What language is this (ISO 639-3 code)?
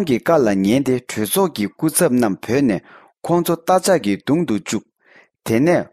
bod